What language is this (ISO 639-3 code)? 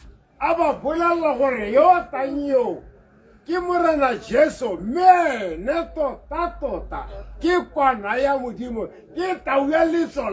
tsn